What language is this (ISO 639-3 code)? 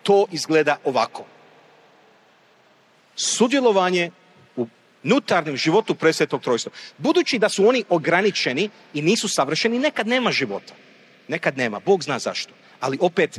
hrv